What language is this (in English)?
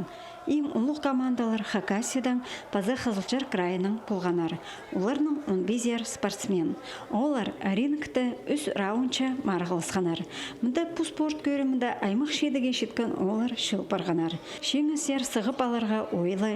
Khakas